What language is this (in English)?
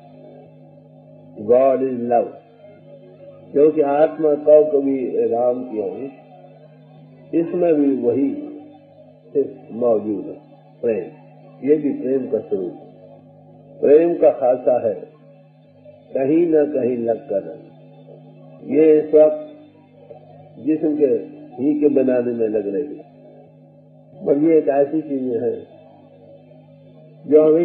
Hindi